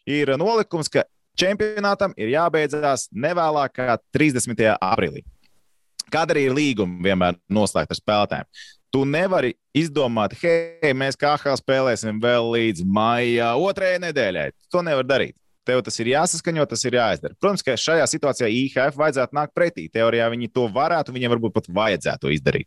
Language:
Latvian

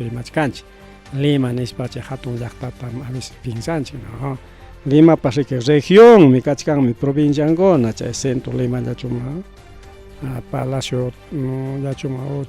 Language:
Ayacucho Quechua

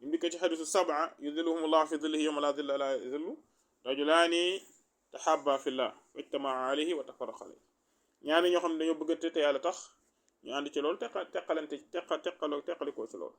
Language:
Wolof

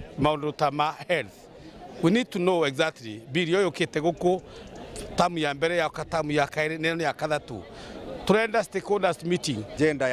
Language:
Meru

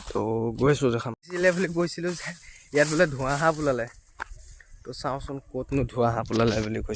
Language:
Assamese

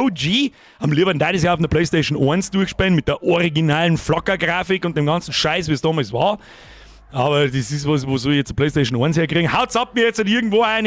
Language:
Bavarian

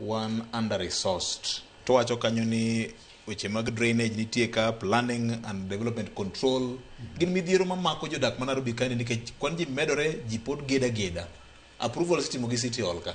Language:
Luo (Kenya and Tanzania)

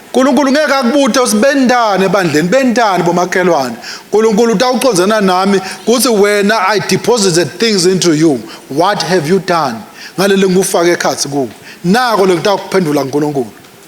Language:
Swati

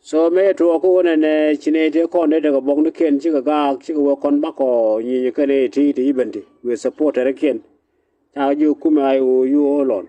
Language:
Nuer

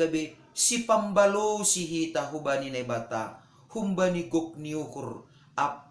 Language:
Batak Simalungun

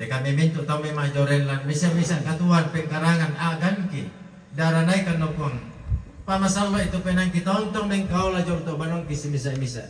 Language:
Toraja-Sa'dan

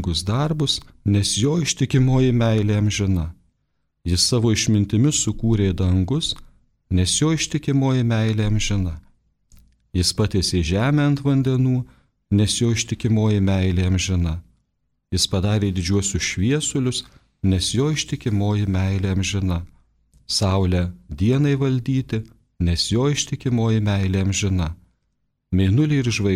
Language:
Lithuanian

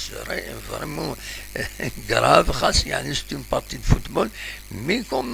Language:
Kabyle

